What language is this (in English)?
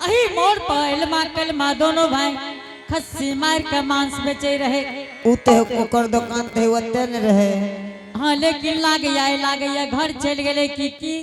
Angika